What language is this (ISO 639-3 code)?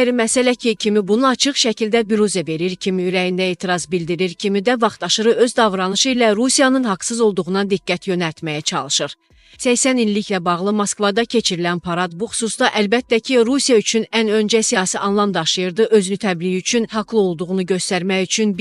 aze